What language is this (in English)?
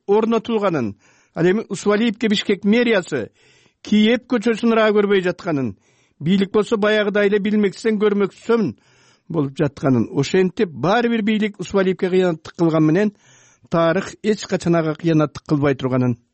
Kyrgyz